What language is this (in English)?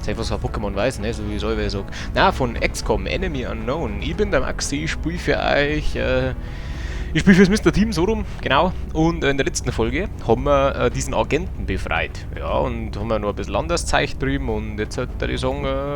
Bavarian